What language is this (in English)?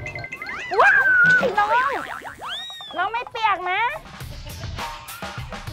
Thai